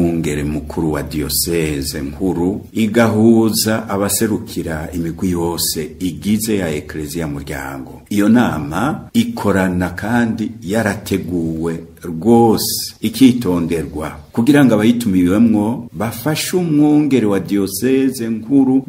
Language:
Rundi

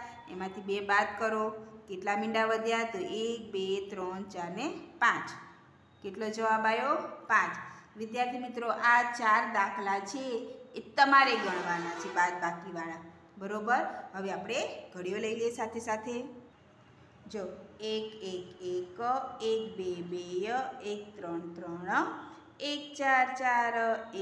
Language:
Gujarati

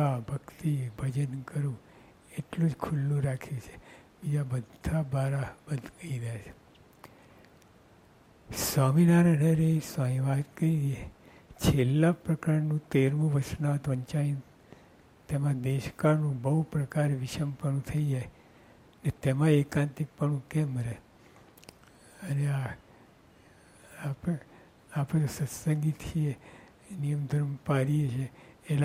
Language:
Gujarati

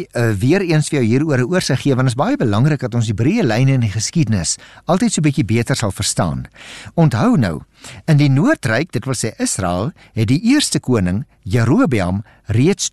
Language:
Afrikaans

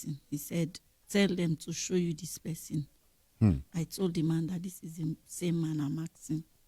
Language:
Nigerian Pidgin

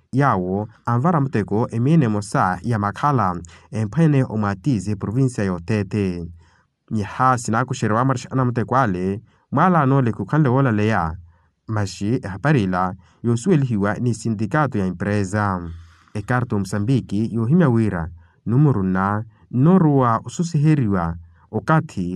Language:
Makhuwa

